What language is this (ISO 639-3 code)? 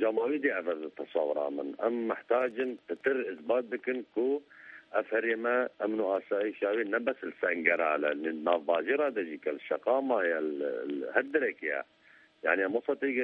kur